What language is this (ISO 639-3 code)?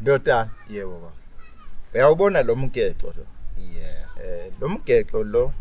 zul